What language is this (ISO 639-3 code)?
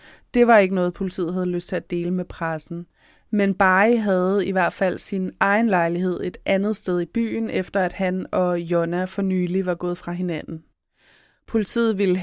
dan